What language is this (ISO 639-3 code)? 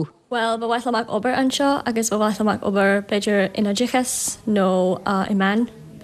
gle